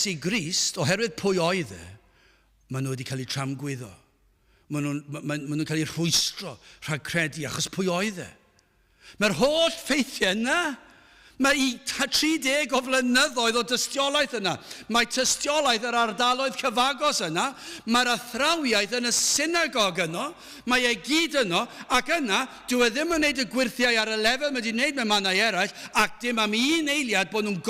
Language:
Welsh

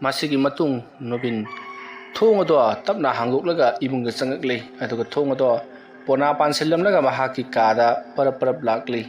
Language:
Manipuri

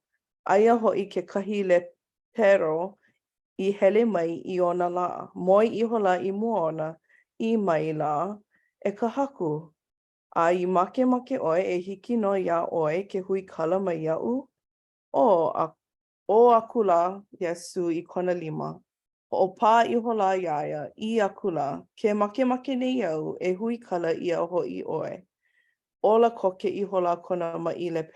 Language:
Hawaiian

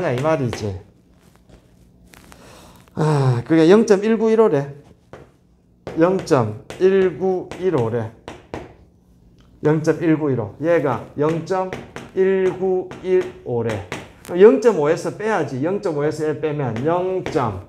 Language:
Korean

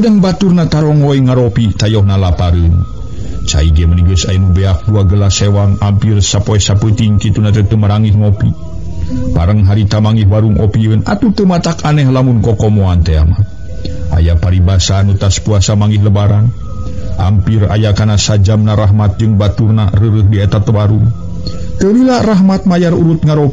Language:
Sundanese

